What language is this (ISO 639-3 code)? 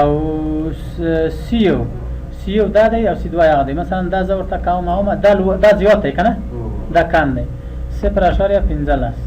pus